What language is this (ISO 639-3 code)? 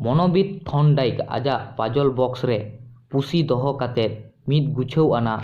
sat